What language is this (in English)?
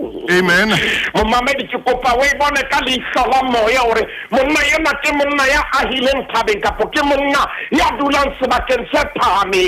Southern Sotho